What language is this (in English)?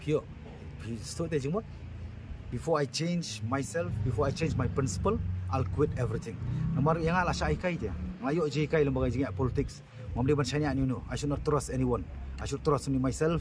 Khasi